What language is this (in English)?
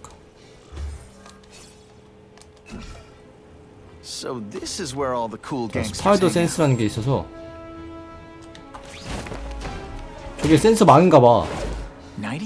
Korean